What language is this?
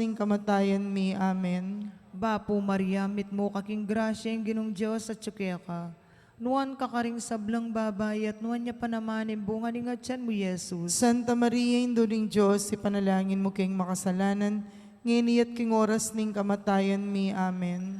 Pampanga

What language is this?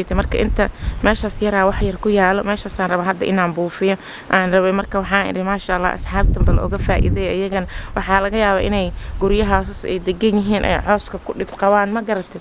Somali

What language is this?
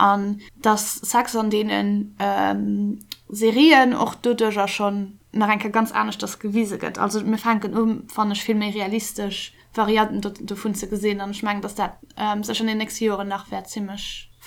Luxembourgish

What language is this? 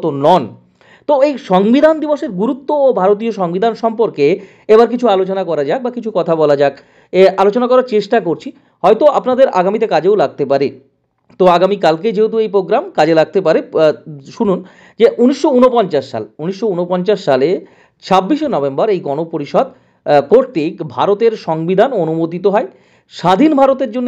Bangla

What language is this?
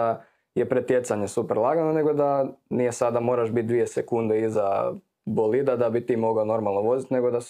Croatian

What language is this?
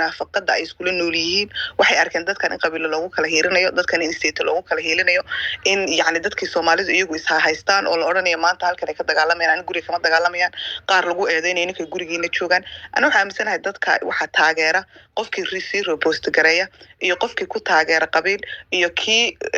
Somali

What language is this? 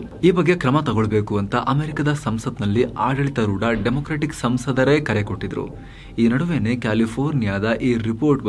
Kannada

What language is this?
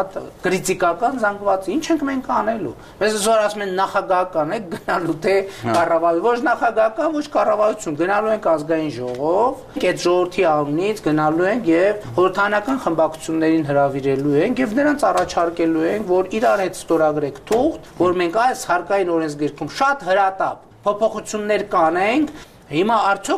Armenian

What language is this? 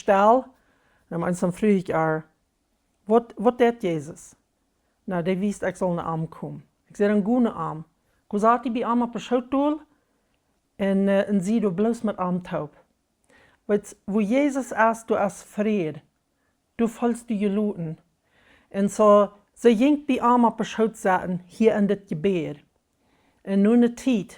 Plautdietsch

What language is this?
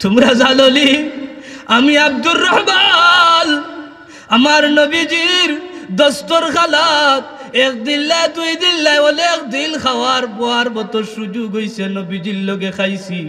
Sylheti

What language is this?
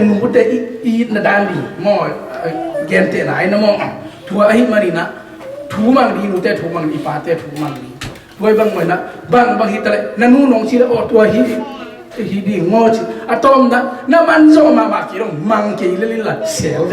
Tedim Chin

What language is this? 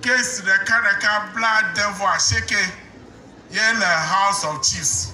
Ewe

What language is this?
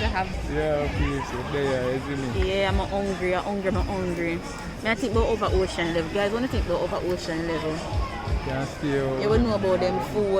Jamaican Creole English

